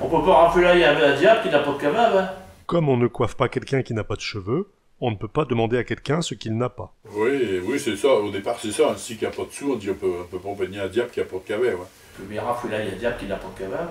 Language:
Picard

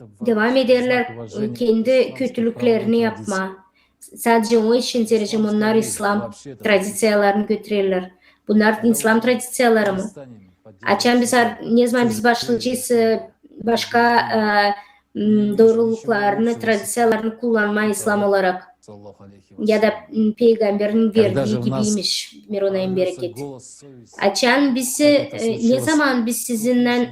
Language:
Gagauz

